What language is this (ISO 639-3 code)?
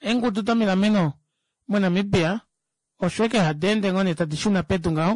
kua